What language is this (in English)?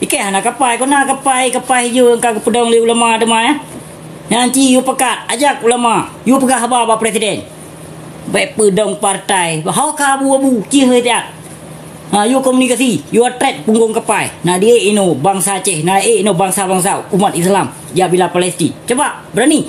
Achinese